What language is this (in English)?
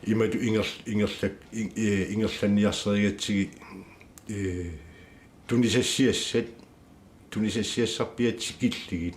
Kalaallisut